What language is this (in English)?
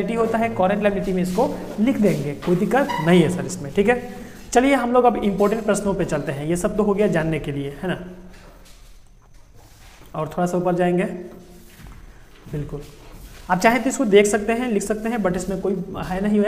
Hindi